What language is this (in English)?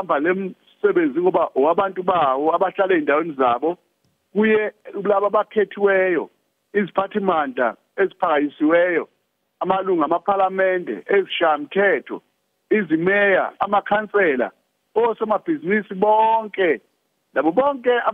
Zulu